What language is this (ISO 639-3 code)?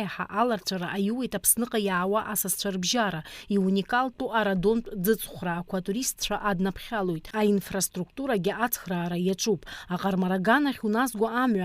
abk